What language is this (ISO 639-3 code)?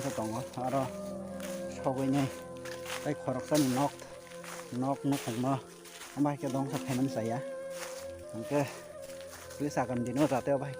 trp